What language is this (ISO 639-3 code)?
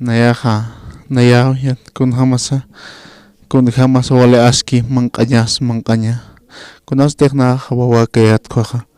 aym